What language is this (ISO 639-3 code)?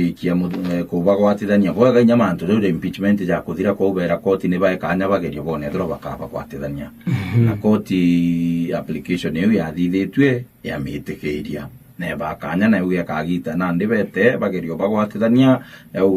mer